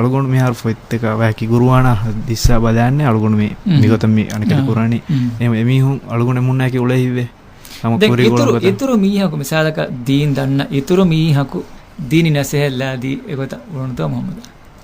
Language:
Divehi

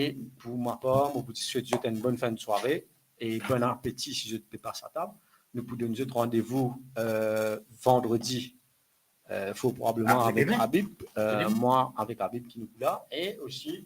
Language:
Morisyen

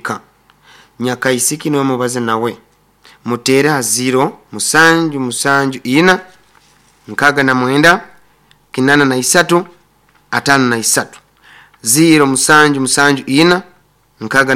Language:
Nyankole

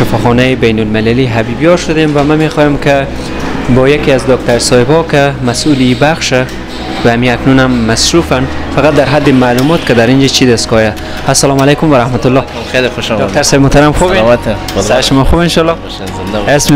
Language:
Persian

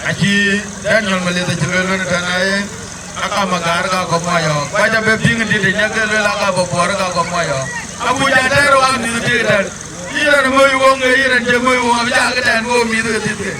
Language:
Dinka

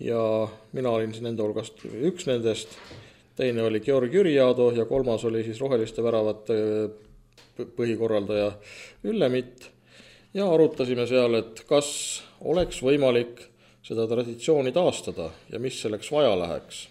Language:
Estonian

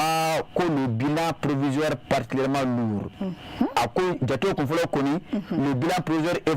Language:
Bambara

